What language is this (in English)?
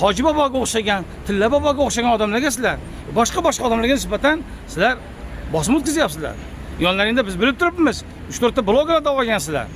Uzbek